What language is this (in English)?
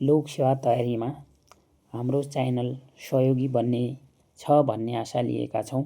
Nepali